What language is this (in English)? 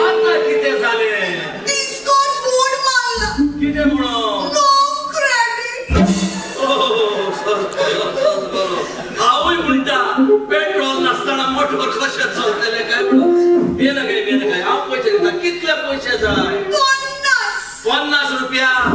Konkani